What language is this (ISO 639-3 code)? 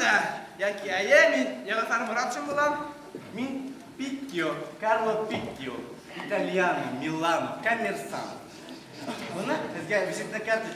bak